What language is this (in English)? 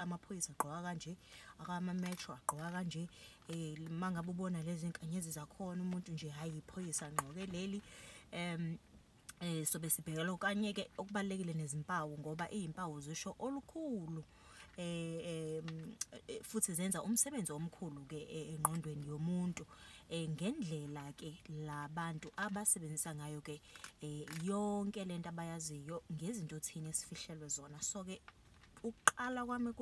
Zulu